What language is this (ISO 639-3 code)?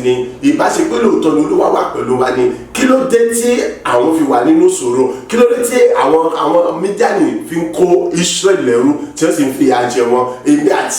yor